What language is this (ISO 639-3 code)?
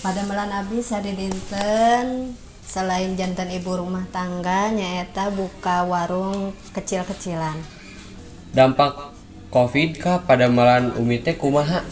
sun